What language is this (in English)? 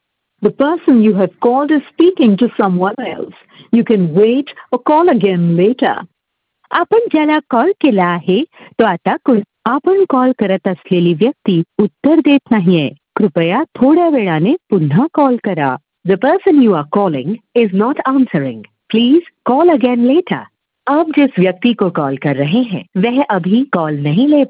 Marathi